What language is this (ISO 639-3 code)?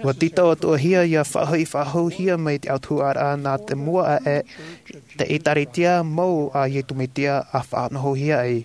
tah